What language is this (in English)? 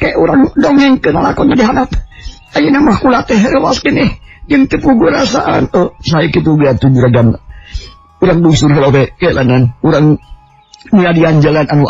Sundanese